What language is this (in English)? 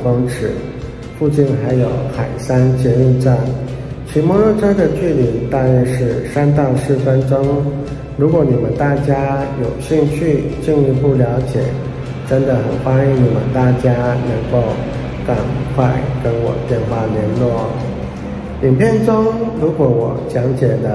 Chinese